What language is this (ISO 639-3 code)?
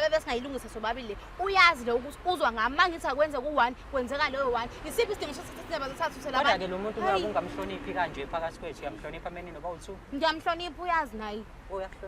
zul